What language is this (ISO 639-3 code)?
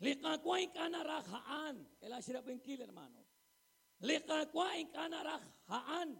kek